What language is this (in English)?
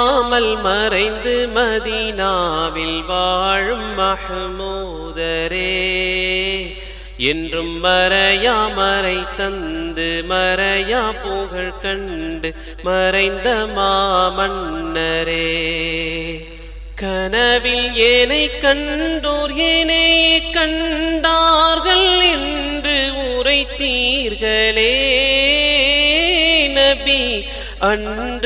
Tamil